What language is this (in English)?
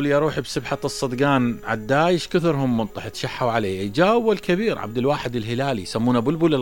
Mesopotamian Arabic